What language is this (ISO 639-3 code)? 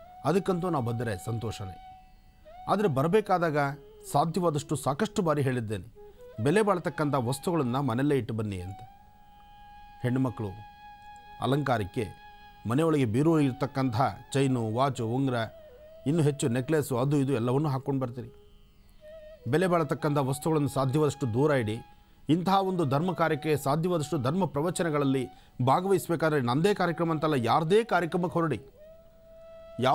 kan